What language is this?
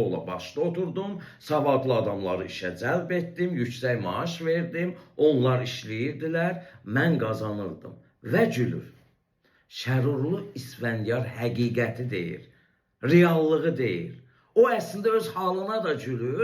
Azerbaijani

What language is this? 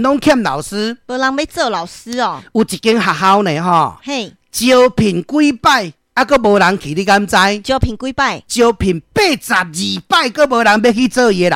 Min Nan Chinese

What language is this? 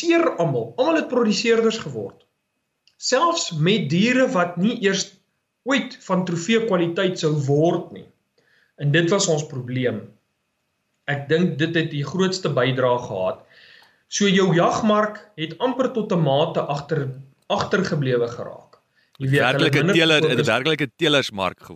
Afrikaans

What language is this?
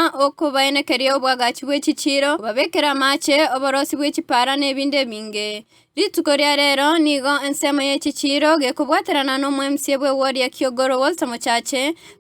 Gusii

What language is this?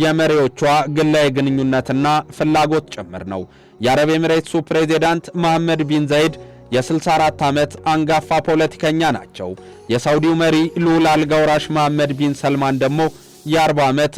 Amharic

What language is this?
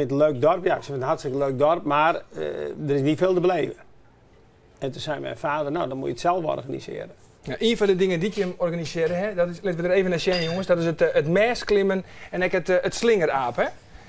Western Frisian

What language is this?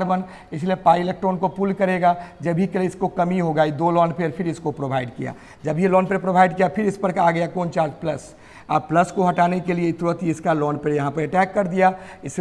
Hindi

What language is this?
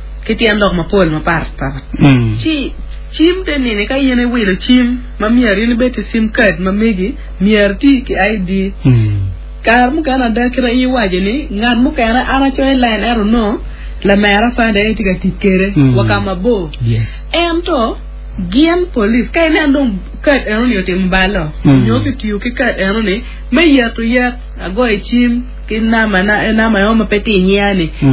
Acoli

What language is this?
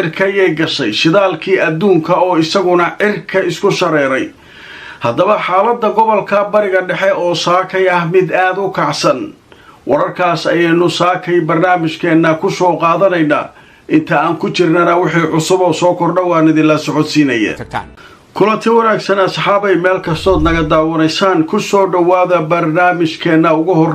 Somali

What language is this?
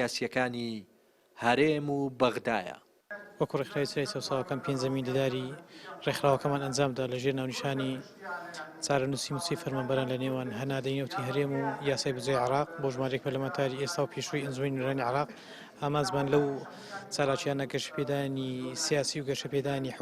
Central Kurdish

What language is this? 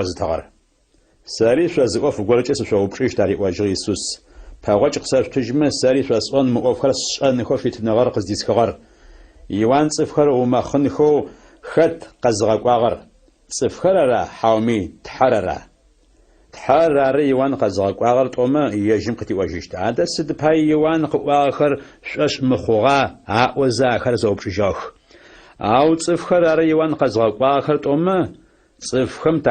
Adyghe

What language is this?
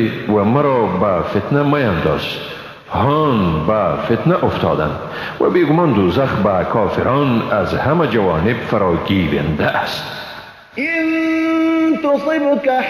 Persian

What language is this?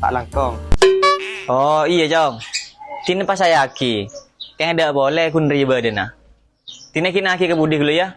Madurese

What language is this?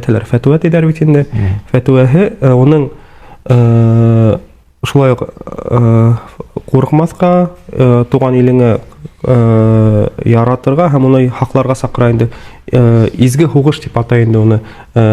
Bashkir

